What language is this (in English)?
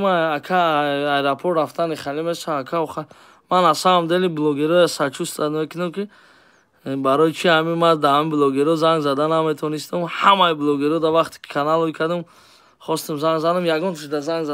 Tajik